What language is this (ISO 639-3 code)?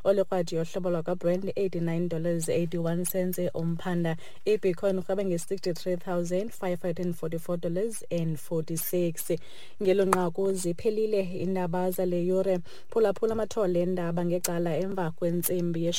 xho